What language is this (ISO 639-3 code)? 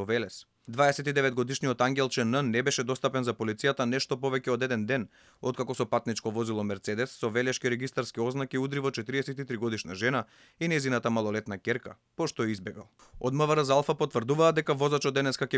mkd